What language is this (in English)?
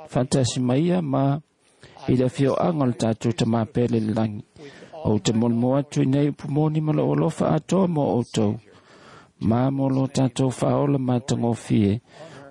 Samoan